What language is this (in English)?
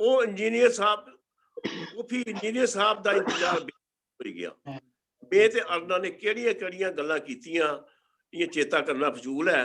Dogri